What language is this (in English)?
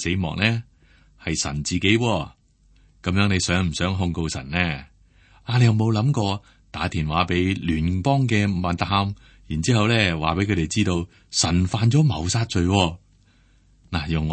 Cantonese